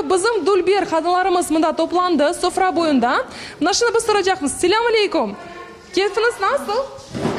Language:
Crimean Tatar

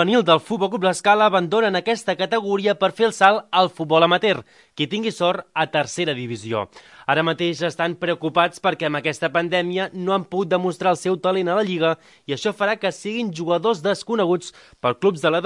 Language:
Catalan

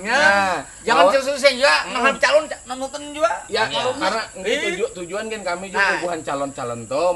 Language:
Banjar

